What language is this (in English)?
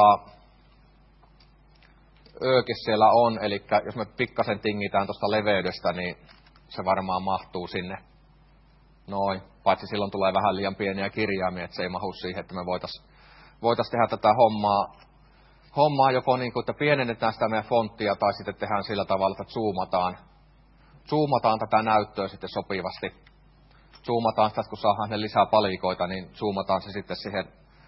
Finnish